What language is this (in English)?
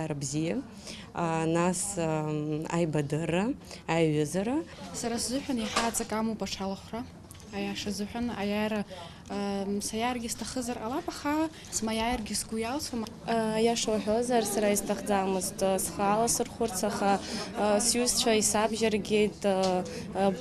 Abkhazian